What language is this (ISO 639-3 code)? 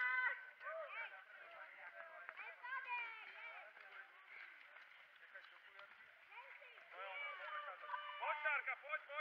ces